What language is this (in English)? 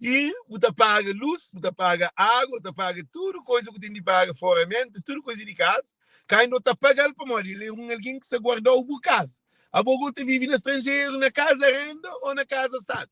Kabuverdianu